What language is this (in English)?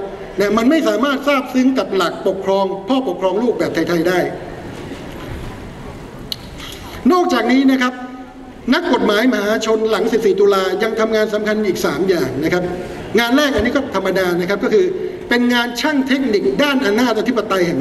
Thai